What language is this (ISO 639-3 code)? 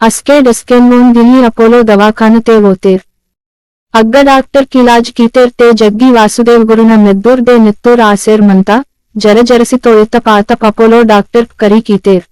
gon